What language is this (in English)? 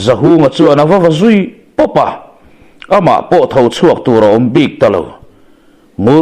Mizo